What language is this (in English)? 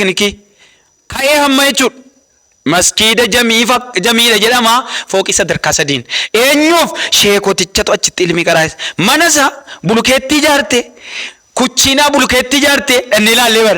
Oromo